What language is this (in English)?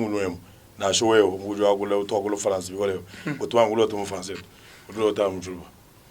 Luba-Lulua